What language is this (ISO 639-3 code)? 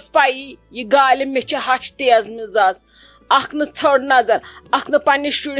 kas